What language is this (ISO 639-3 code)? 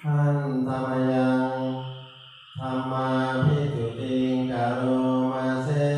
pli